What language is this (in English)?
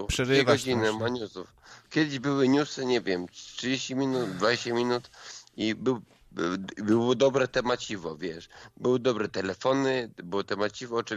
Polish